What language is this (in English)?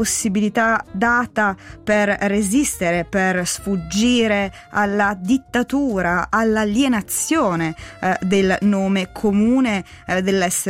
Italian